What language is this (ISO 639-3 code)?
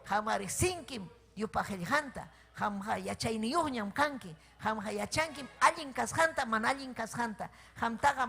quy